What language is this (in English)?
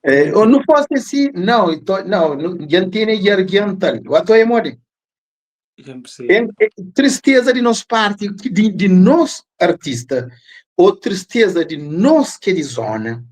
Kabuverdianu